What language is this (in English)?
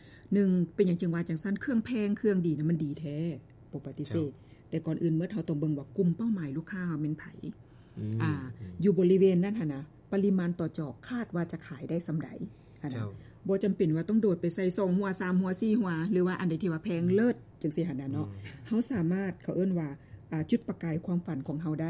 Lao